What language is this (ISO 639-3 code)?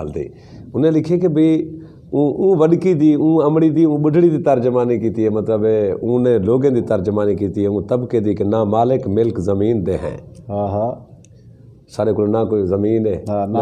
skr